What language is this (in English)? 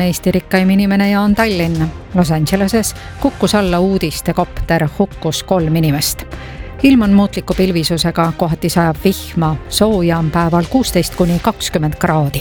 Estonian